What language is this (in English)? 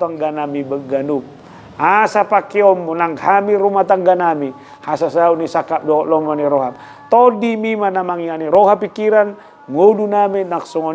Batak Toba